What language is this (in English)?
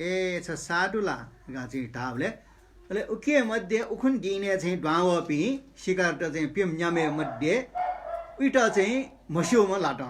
Newari